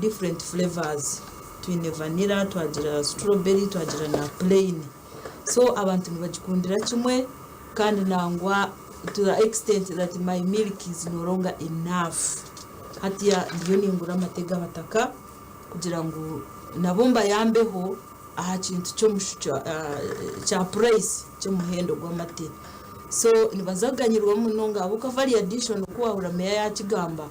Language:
Nyankole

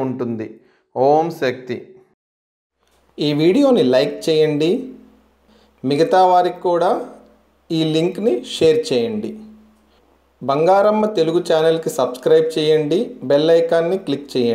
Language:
Telugu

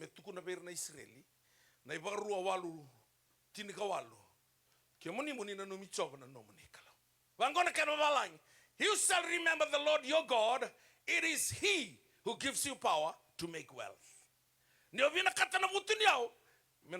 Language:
Fijian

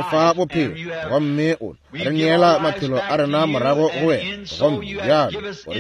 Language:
Northern Sotho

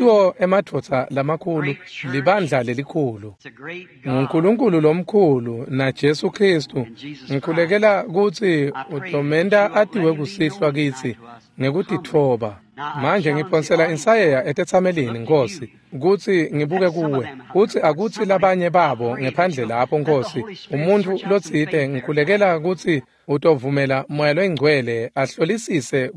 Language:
Swati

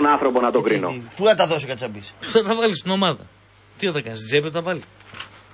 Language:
Greek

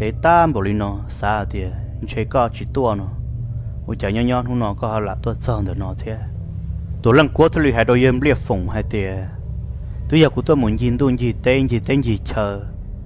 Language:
Vietnamese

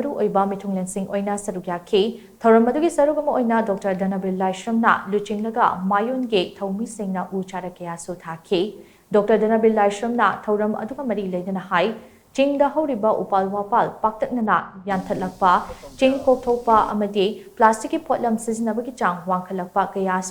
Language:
Manipuri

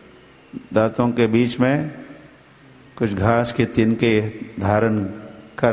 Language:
Hindi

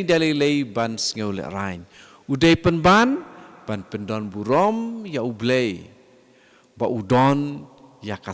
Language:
Khasi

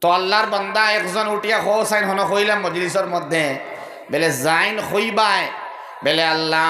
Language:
Sylheti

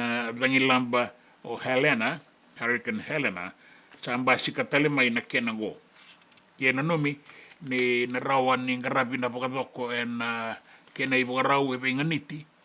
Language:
Fijian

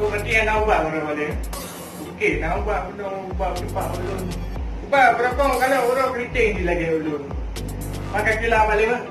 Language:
Achinese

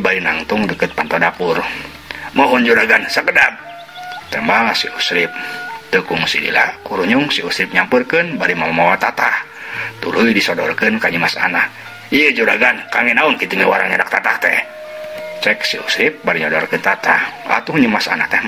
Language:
Sundanese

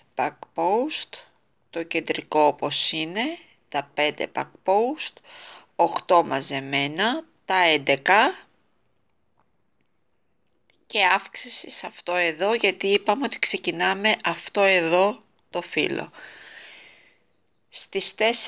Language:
Greek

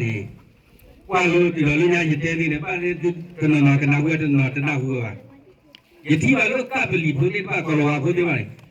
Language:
S'gaw Karen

